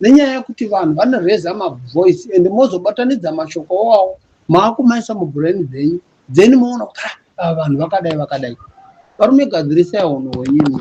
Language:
Shona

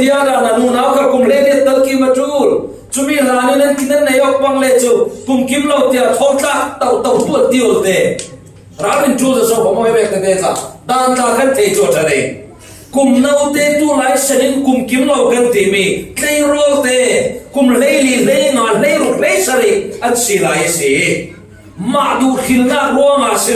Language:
Falam Chin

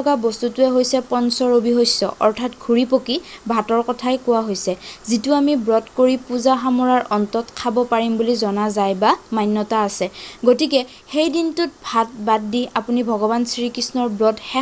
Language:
Assamese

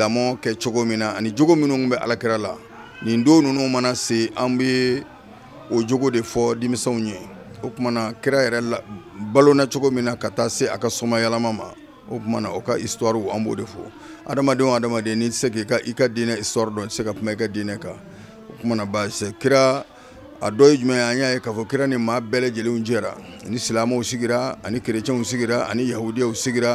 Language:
Bambara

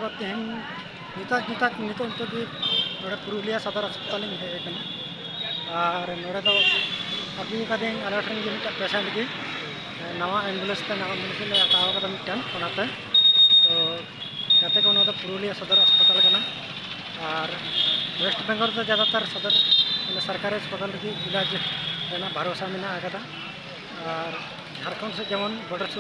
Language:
Santali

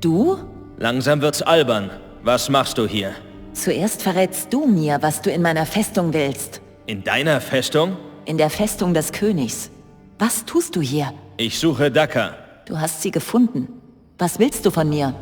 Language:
Bavarian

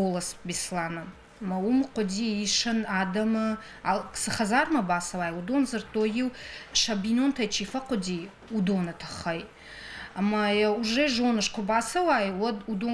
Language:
Ossetic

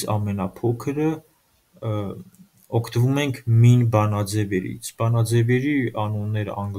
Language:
Armenian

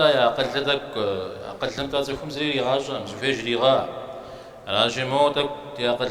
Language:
Kabardian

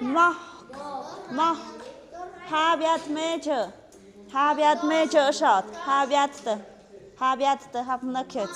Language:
Tlahuitoltepec Mixe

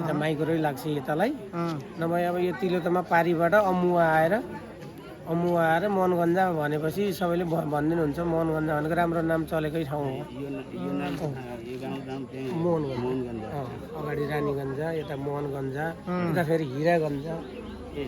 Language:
Nepali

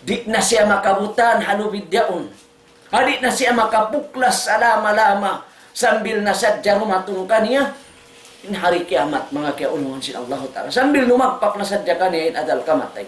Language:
Tausug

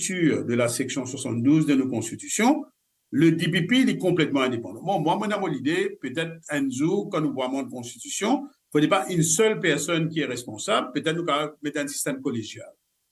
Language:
Morisyen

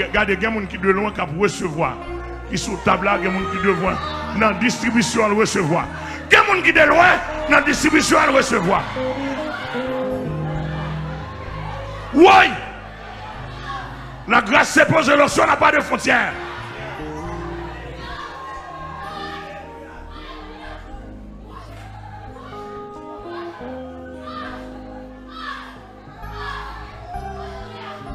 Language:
French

